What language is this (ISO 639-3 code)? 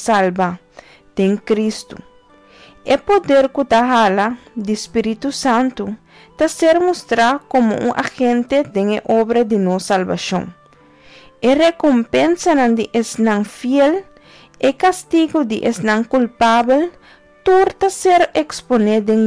pap